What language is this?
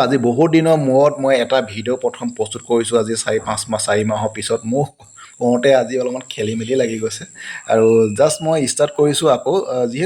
Assamese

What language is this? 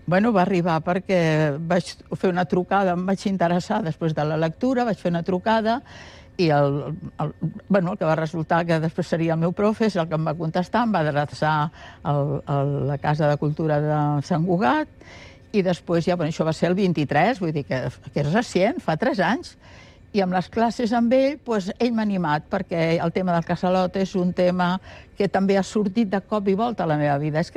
Catalan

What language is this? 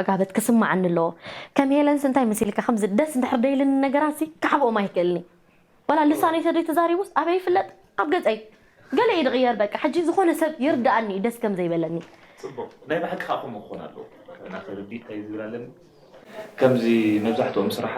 Tigrinya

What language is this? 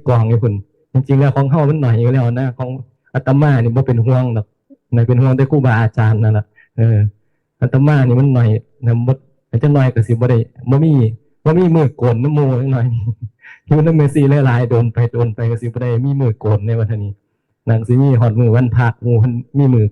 Northeastern Thai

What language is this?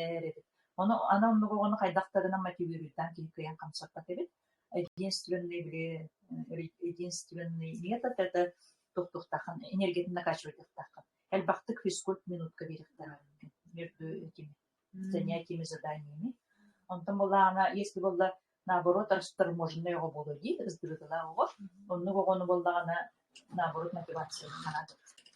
Yakut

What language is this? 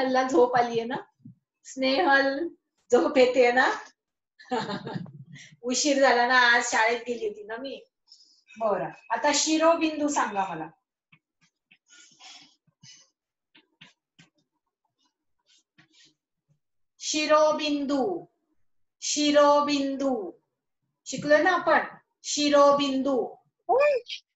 Marathi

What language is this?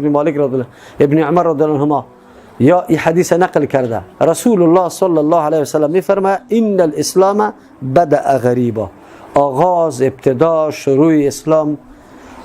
Persian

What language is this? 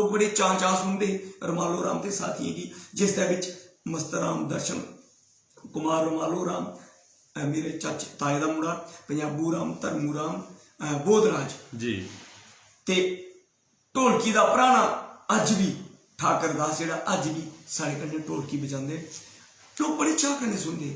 Dogri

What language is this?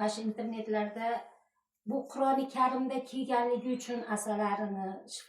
Uzbek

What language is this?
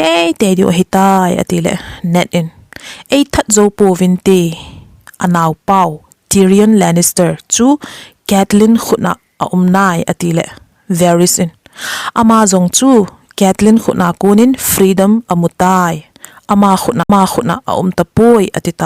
Thado Chin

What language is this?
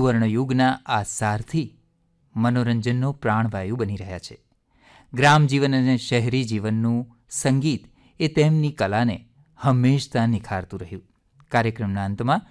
Gujarati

